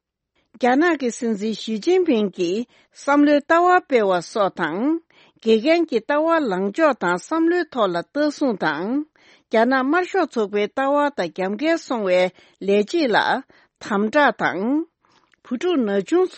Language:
Tibetan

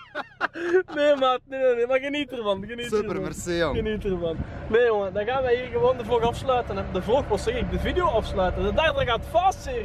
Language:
Dutch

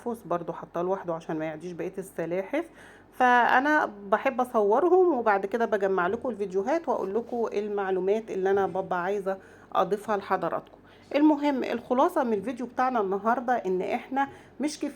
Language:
Egyptian Arabic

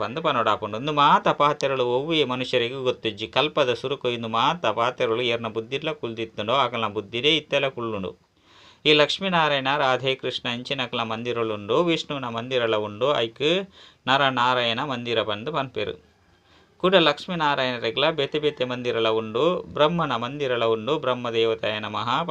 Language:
Tulu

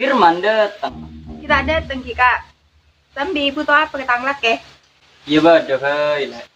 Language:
Madurese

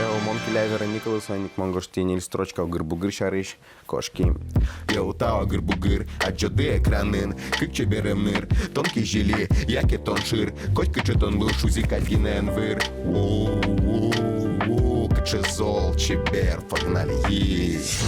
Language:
Udmurt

